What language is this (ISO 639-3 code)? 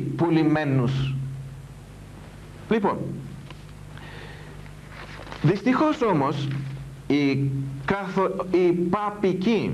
ell